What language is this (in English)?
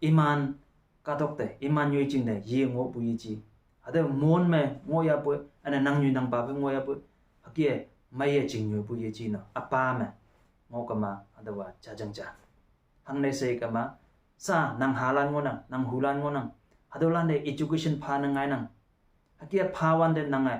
Konyak Naga